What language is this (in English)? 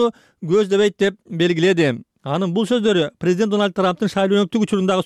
Kyrgyz